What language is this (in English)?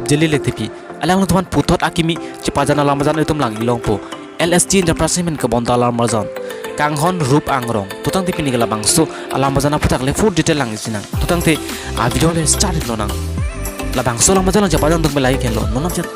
Karbi